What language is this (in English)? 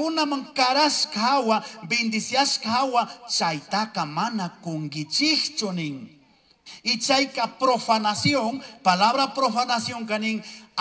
Chimborazo Highland Quichua